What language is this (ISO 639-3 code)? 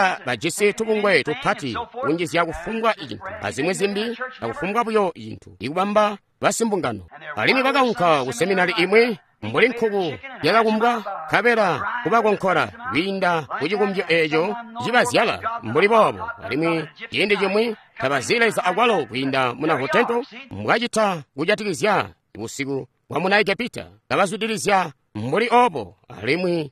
toi